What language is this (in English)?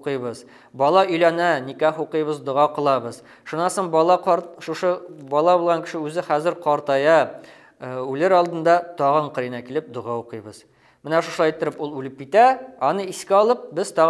Bashkir